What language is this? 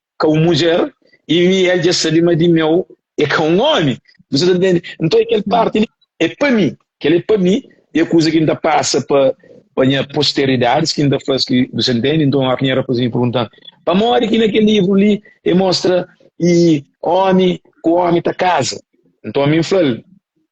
Kabuverdianu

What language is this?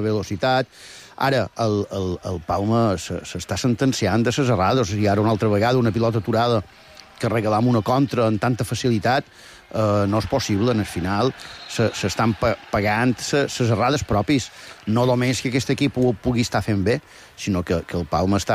Catalan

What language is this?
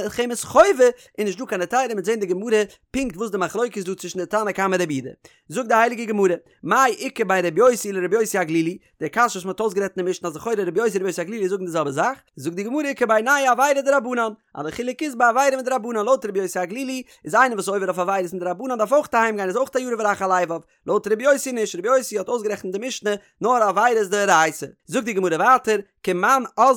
Yiddish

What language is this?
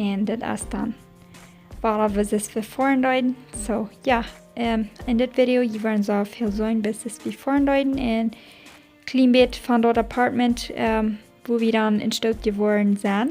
Plautdietsch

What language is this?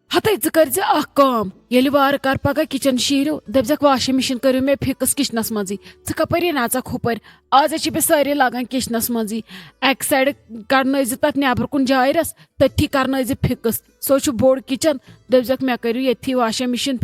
Kashmiri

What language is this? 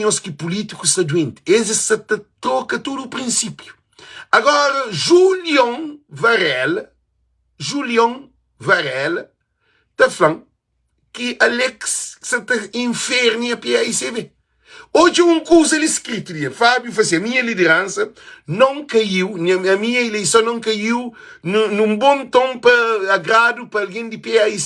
Kabuverdianu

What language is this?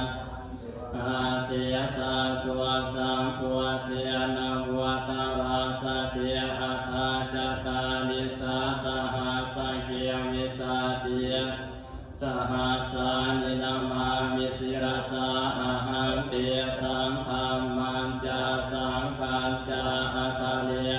Pali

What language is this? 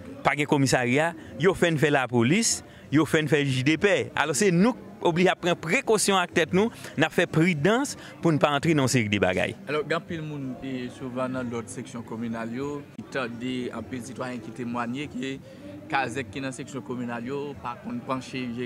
Haitian Creole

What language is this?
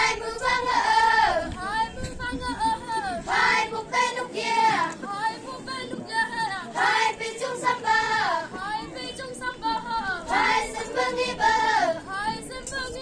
Naga Pidgin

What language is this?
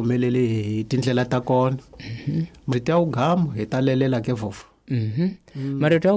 Tsonga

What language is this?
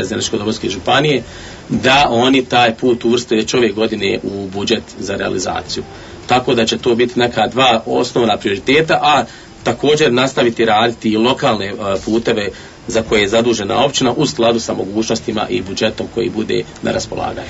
Bosnian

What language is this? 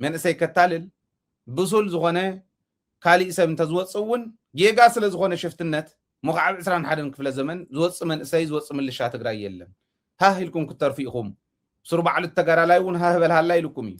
Tigrinya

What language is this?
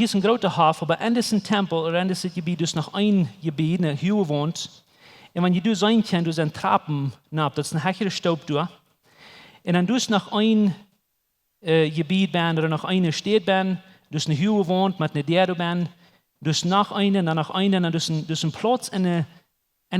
Plautdietsch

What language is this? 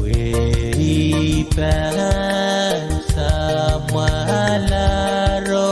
Pohnpeian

